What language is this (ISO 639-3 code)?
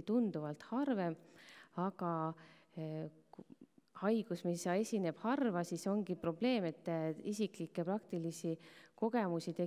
est